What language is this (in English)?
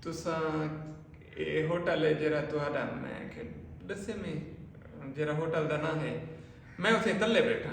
Saraiki